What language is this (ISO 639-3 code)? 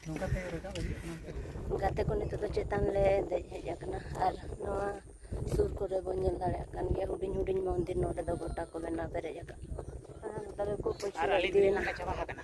sat